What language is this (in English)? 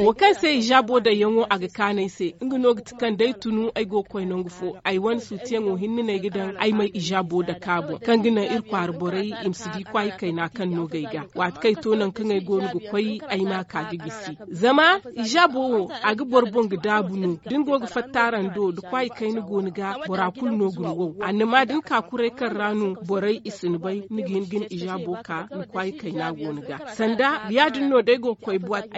Zarma